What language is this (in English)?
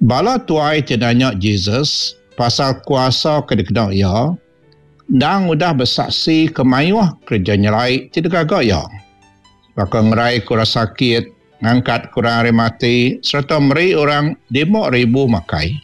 Iban